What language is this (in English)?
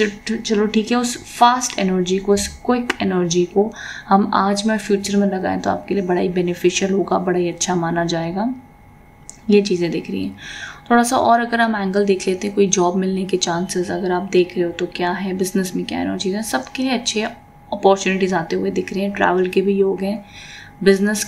Hindi